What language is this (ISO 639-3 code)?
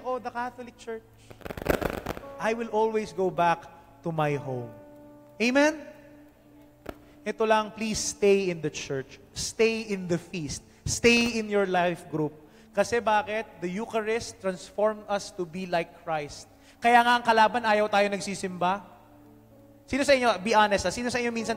fil